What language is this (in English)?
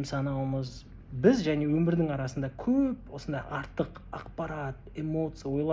Kazakh